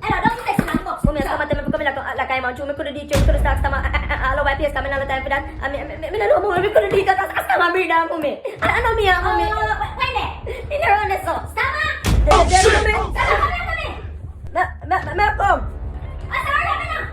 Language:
Jamaican Creole English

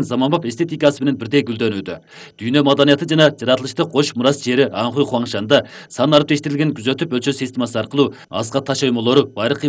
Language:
Kyrgyz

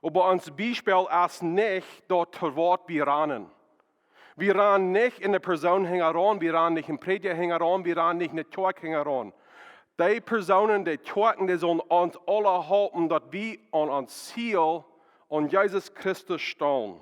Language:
Plautdietsch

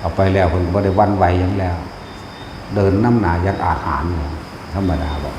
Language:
Northeastern Thai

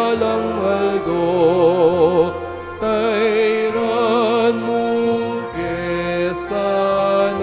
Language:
Pampanga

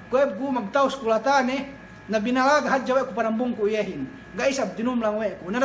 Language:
Yakan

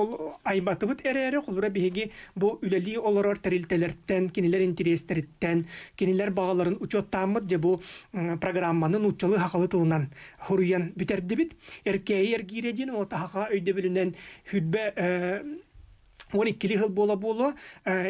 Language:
Yakut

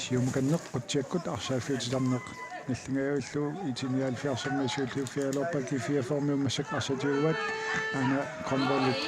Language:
Kalaallisut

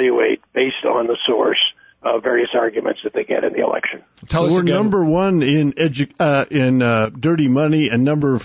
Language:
English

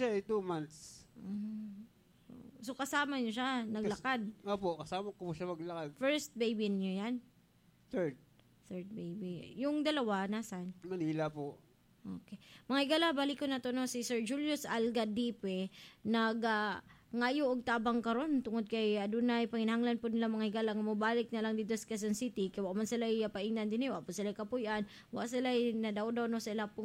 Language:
Cebuano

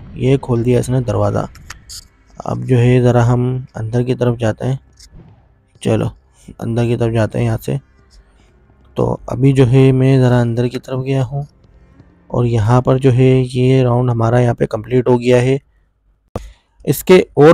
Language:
Hindi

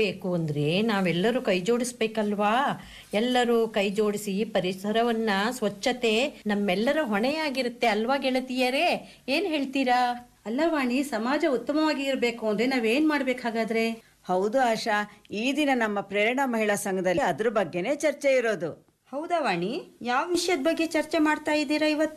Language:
Kannada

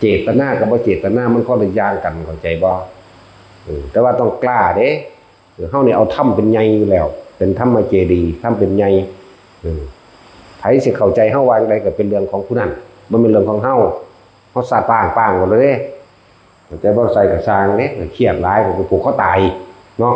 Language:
Northeastern Thai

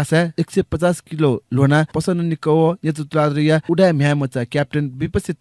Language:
Newari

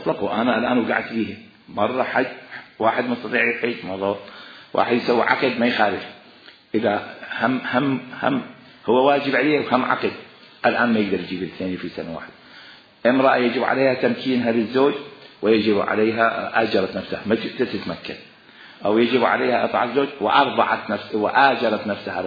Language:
Mesopotamian Arabic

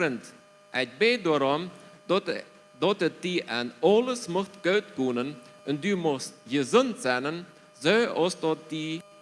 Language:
Plautdietsch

